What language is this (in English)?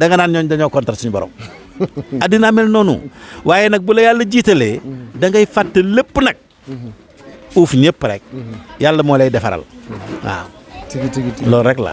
Wolof